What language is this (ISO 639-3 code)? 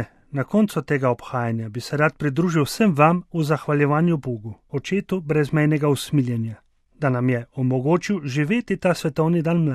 slv